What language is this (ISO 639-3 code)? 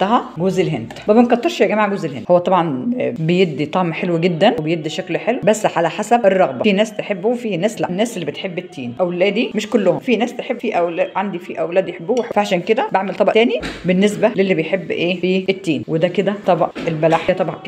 arz